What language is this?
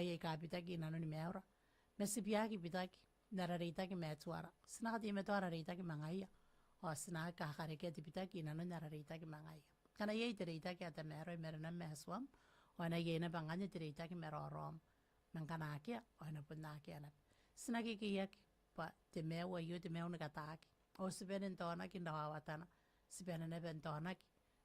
Gilbertese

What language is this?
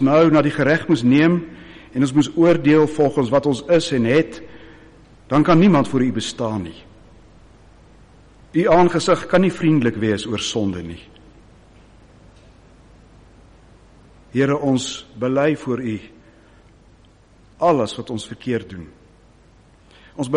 Afrikaans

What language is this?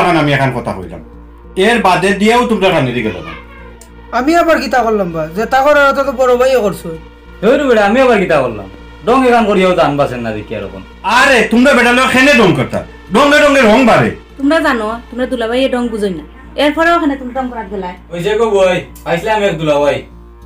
Sylheti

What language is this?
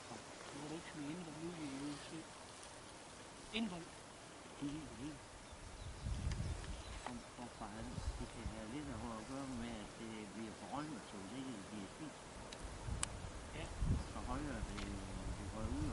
Danish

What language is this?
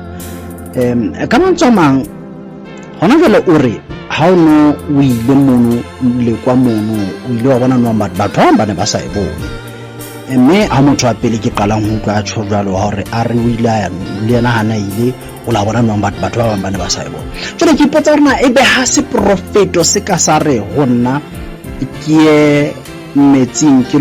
Southern Sotho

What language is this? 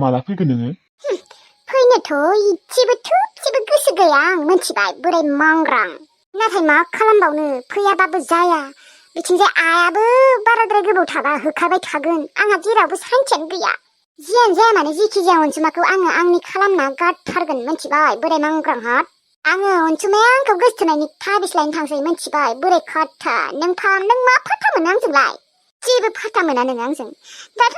Bodo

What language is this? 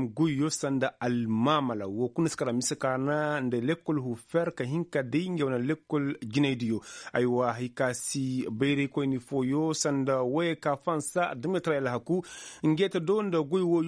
Koyraboro Senni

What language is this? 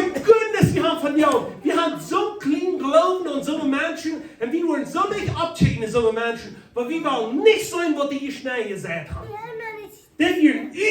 Plautdietsch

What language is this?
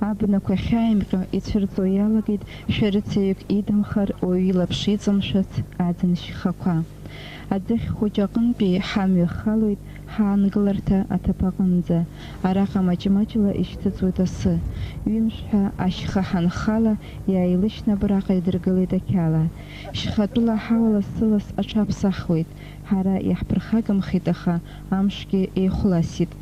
Abkhazian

